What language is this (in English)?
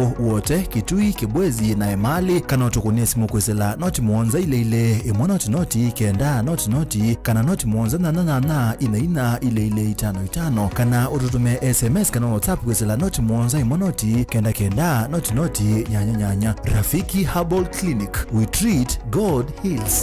Kamba